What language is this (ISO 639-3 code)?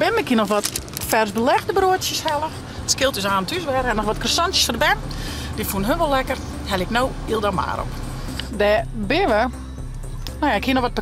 fry